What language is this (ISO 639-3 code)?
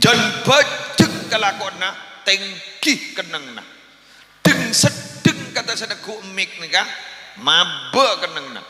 mad